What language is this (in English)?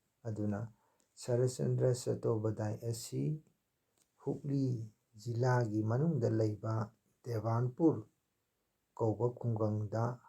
Manipuri